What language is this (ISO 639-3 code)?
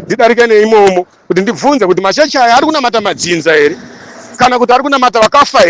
sna